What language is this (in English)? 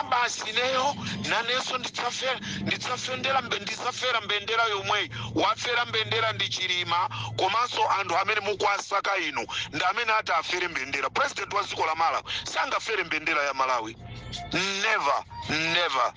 Nyanja